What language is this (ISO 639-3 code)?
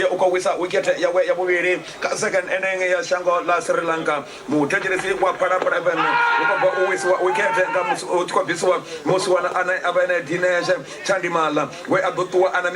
ven